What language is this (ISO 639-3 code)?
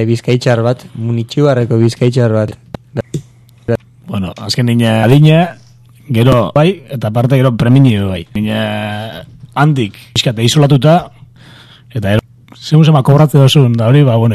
eus